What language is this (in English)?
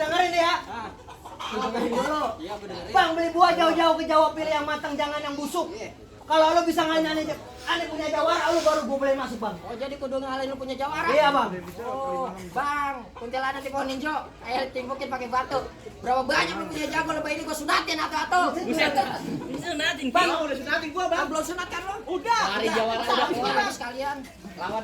Betawi